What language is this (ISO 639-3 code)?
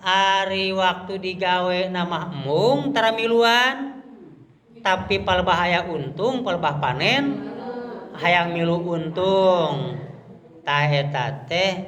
sun